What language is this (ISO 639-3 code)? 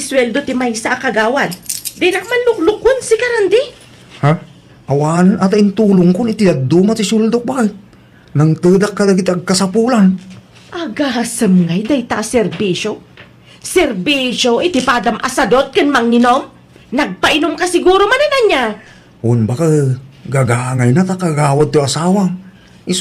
ilo